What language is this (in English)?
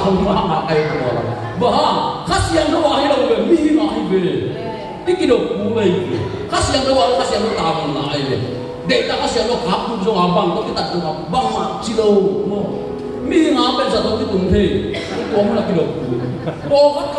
Tedim Chin